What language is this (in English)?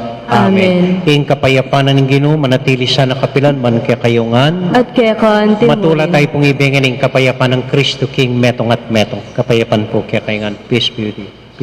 Pampanga